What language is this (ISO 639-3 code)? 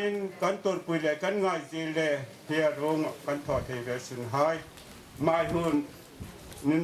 hmr